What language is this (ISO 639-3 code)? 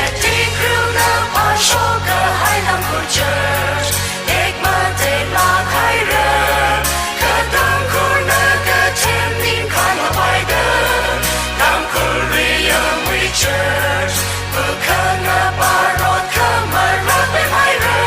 nmf